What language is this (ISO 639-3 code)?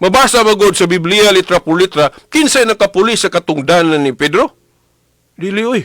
ceb